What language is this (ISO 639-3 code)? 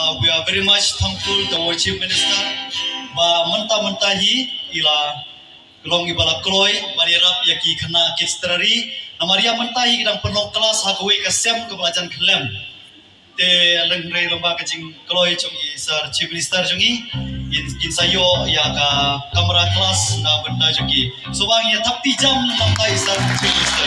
kha